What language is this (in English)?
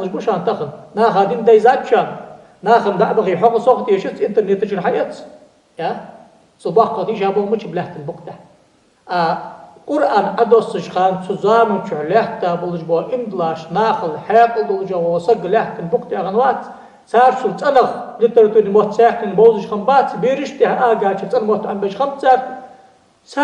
Ingush